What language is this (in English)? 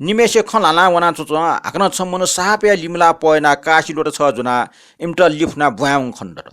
Newari